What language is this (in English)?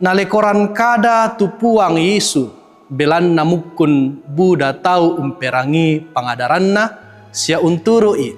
Toraja-Sa'dan